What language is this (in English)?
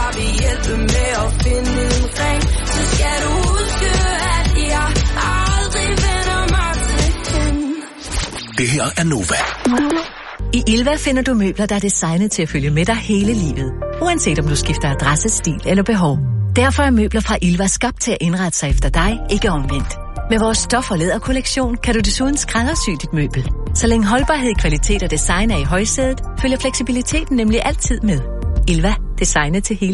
Danish